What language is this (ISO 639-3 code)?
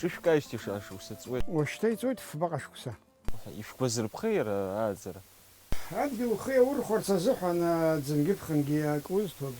abk